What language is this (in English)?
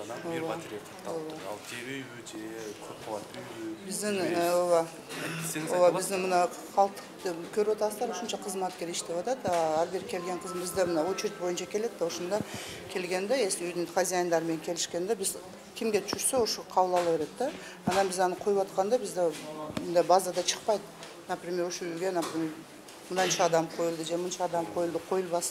Kyrgyz